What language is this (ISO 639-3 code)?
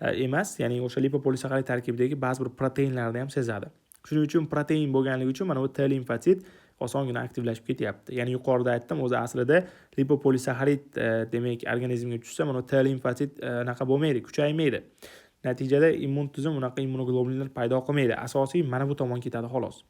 uzb